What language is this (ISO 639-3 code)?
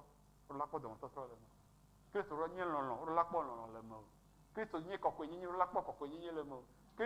ewe